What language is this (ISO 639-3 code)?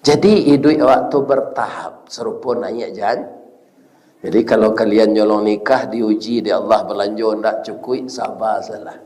min